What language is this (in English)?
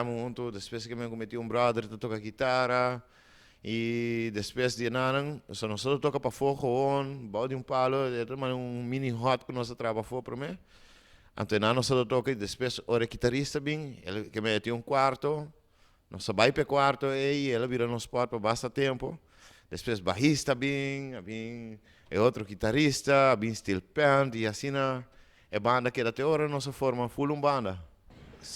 Papiamento